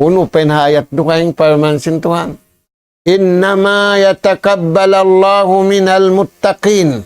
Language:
Tausug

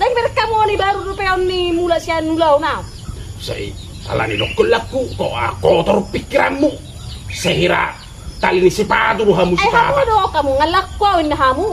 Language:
Batak Toba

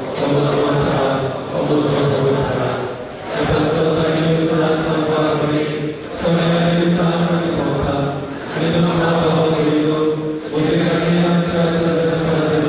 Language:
Konkani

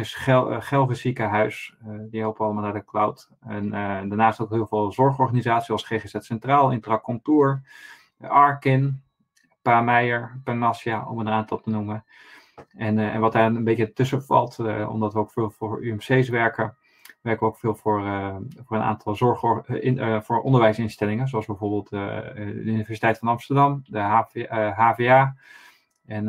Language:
Dutch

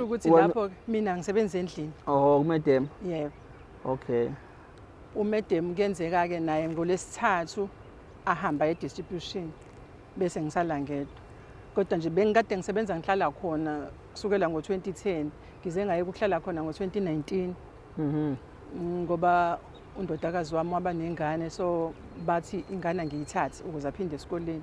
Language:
Zulu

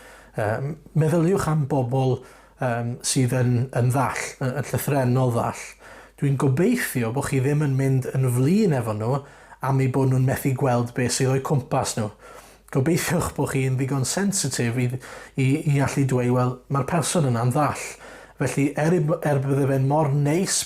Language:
Welsh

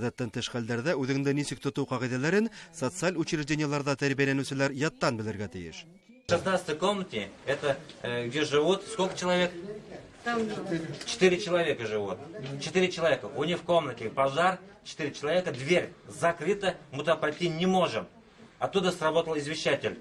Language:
Bashkir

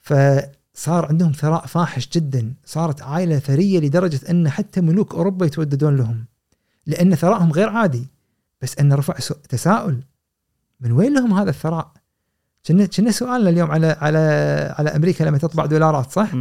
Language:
Gulf Arabic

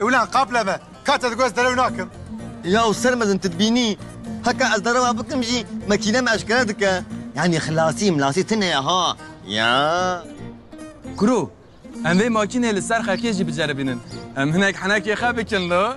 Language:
Kurdish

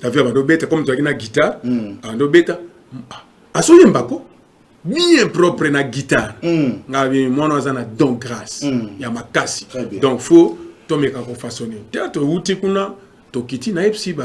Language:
Lingala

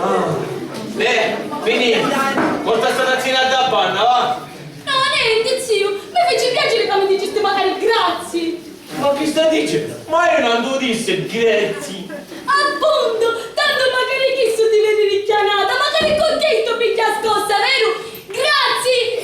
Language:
Sicilian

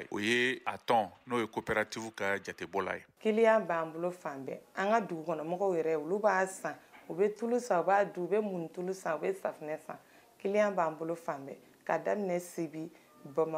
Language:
Bambara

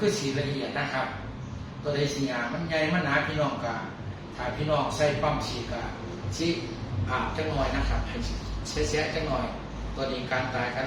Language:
Northeastern Thai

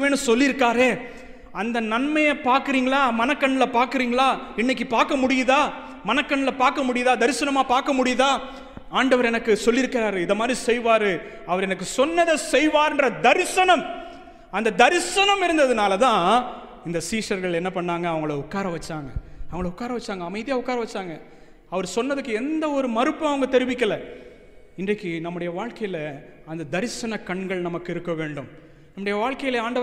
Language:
Tamil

